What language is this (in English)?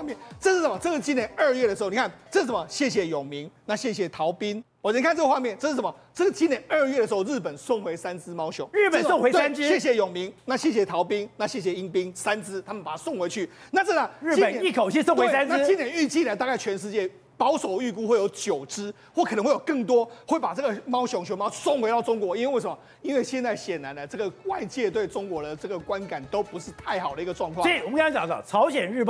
Chinese